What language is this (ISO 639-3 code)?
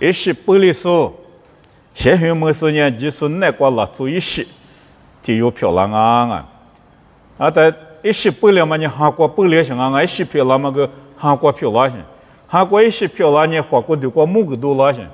lis